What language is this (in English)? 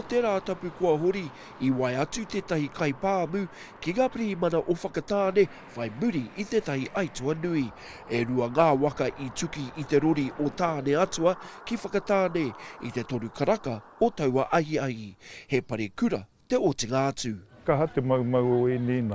Māori